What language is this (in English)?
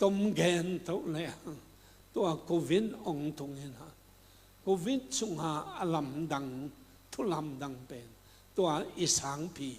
Tedim Chin